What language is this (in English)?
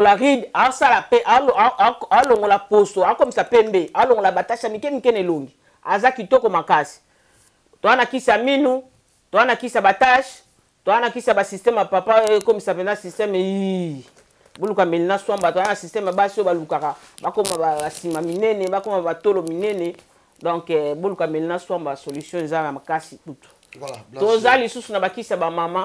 Lingala